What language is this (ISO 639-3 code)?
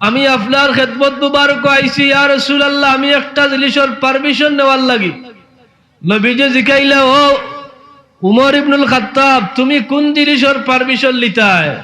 syl